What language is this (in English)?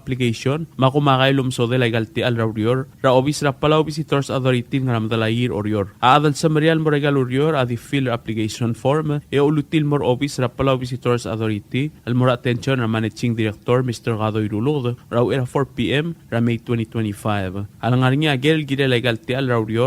Palauan